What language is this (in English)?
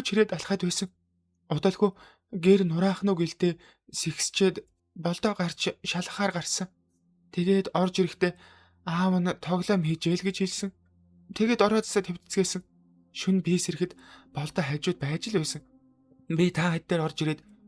Mongolian